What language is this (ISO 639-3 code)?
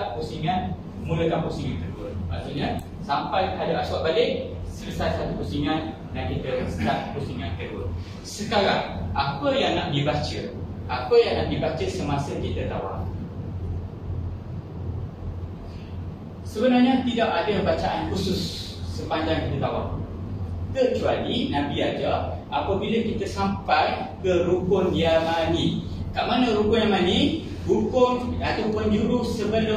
msa